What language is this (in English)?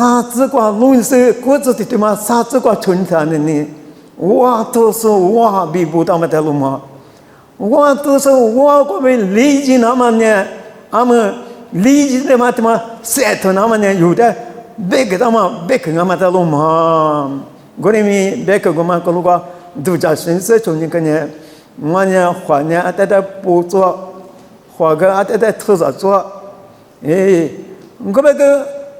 Lisu